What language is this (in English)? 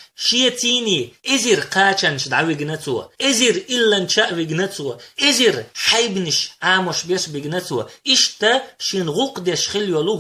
Chechen